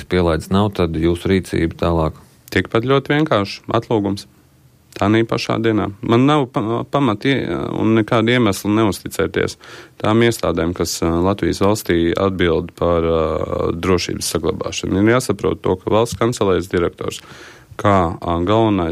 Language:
Latvian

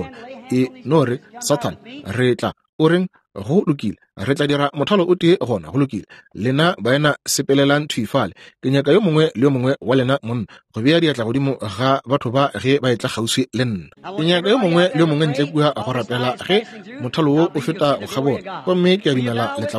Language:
Northern Sotho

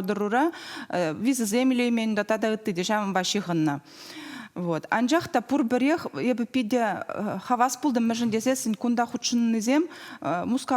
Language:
Chuvash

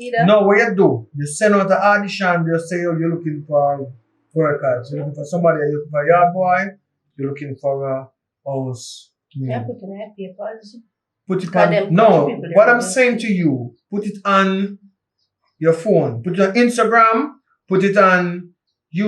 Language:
Jamaican Creole English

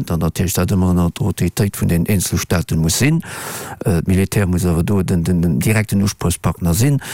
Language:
Luxembourgish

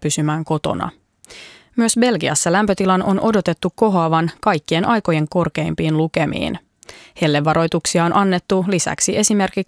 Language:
Finnish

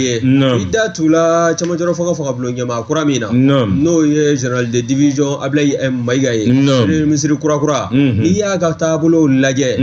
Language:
Bambara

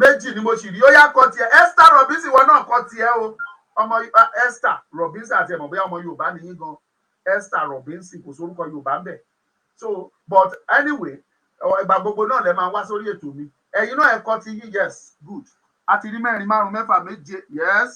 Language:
Yoruba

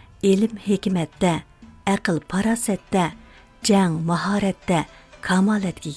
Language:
Uyghur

